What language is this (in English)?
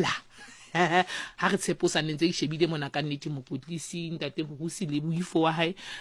Southern Sotho